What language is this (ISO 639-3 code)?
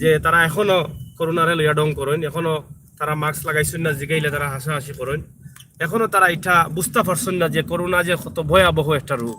syl